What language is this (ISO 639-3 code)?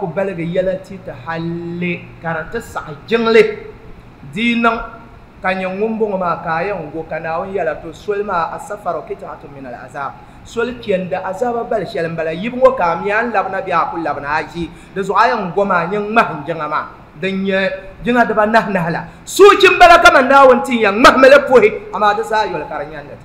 dag